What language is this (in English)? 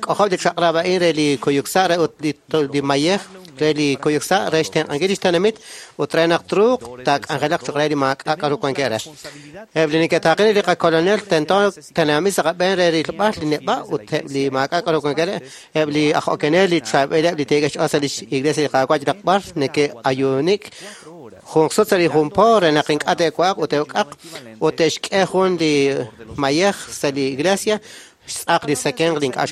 Kekchí